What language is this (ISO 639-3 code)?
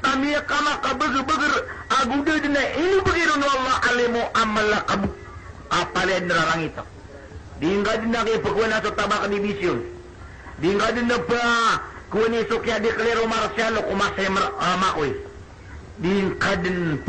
mrw